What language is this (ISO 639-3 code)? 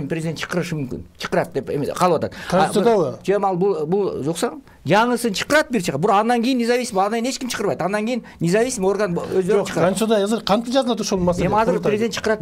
kir